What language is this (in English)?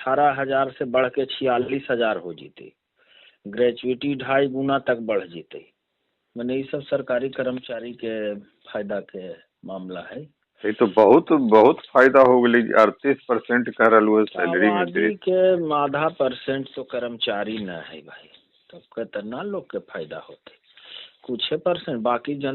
Magahi